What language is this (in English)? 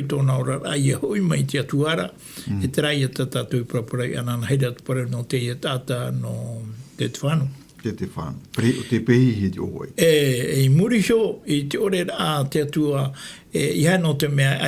Tahitian